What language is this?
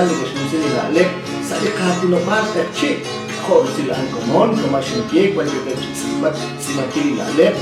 Kekchí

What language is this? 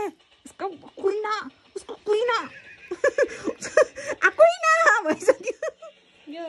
Nepali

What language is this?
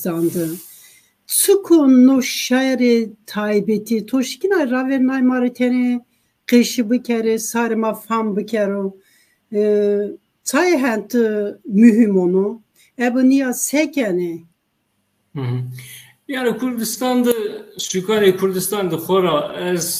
Zaza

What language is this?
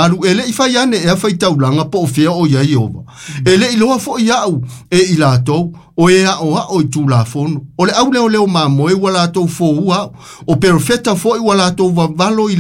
Samoan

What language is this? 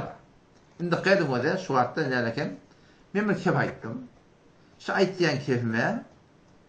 Turkmen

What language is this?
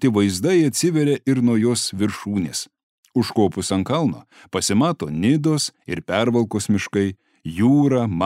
Lithuanian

